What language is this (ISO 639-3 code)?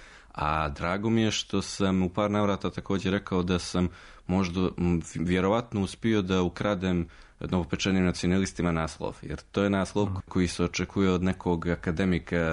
srp